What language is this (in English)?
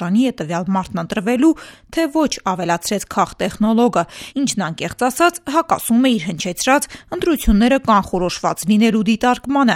Armenian